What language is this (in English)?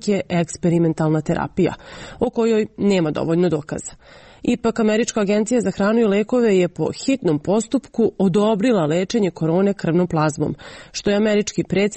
Serbian